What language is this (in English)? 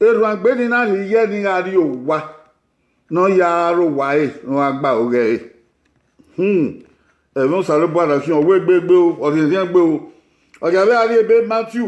Bini